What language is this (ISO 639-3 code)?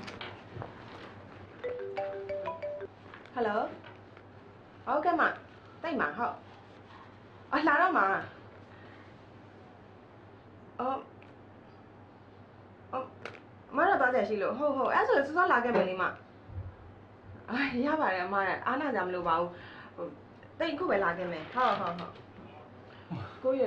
mya